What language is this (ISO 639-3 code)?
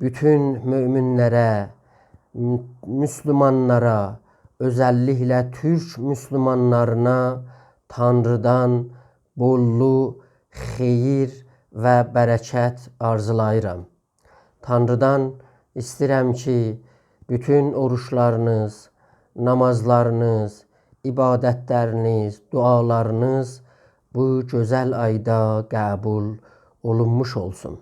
azb